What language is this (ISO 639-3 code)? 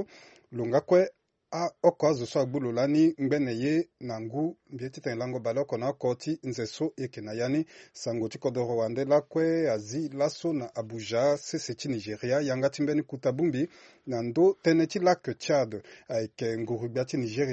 sag